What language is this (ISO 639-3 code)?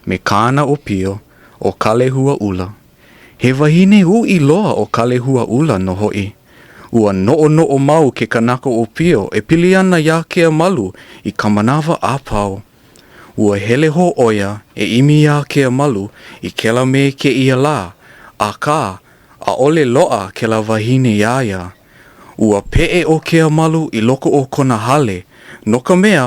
haw